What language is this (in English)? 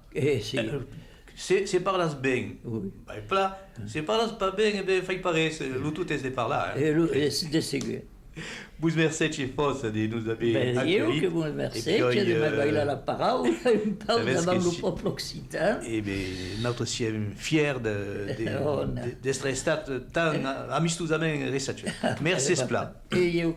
Occitan